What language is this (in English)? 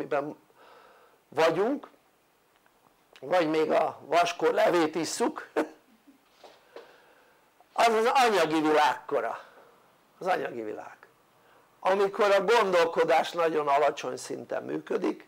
Hungarian